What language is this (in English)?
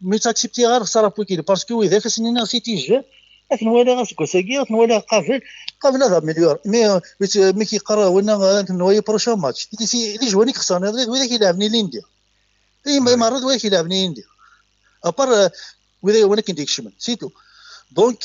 Kabyle